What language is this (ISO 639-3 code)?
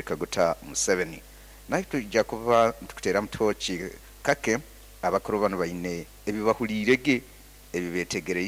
nyo